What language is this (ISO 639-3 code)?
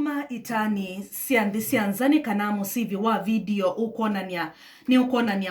kam